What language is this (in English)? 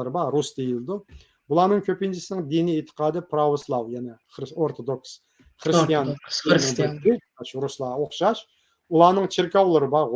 Uyghur